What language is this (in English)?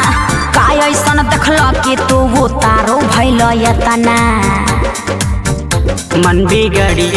Bhojpuri